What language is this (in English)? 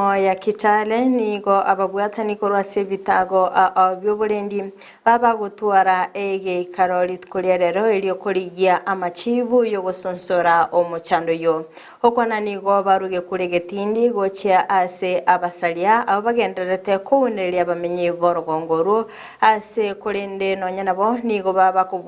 Gusii